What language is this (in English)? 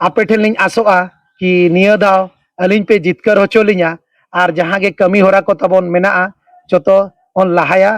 Santali